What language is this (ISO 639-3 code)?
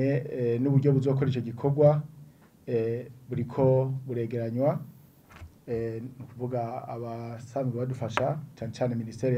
run